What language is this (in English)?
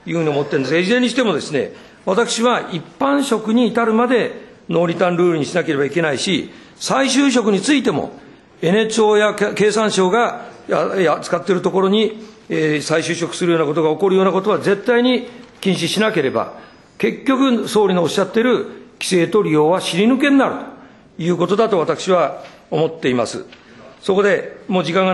Japanese